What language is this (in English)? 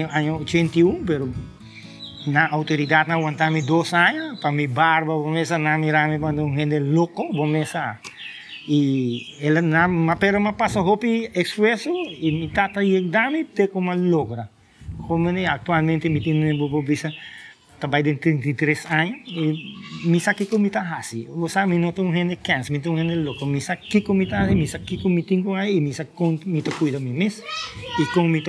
Papiamento